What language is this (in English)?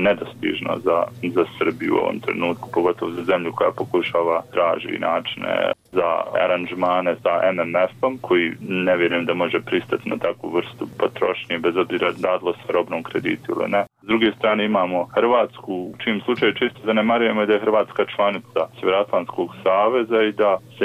Bosnian